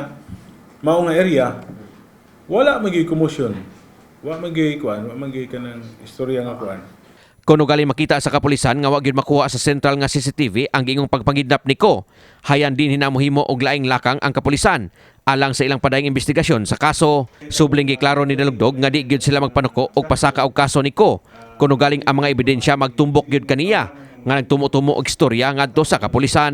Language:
Cebuano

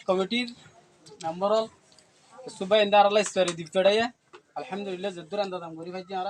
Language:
Rohingya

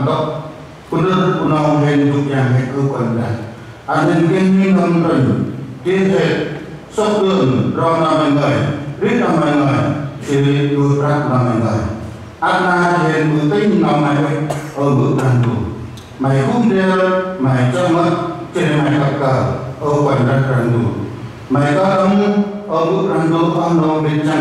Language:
Vietnamese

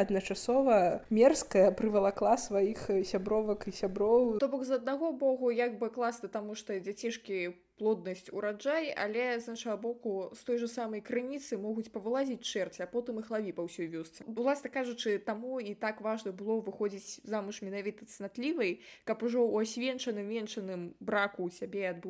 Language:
Belarusian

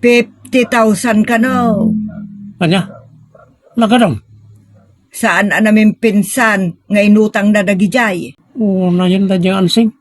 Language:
Iloko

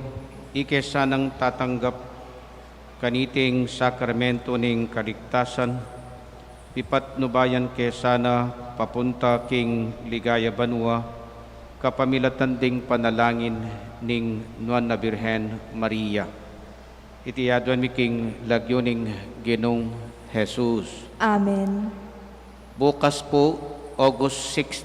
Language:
Pampanga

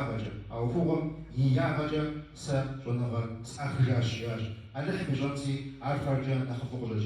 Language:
Kabardian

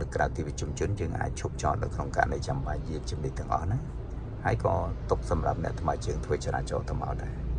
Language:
Khmer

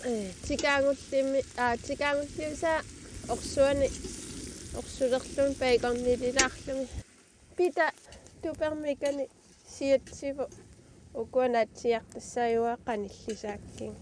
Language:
Kalaallisut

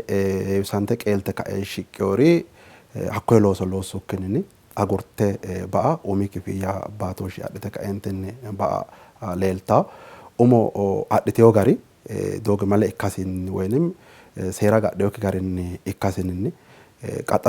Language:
Sidamo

